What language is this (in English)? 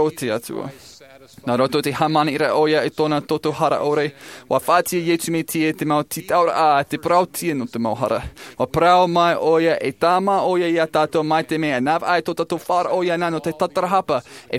Tahitian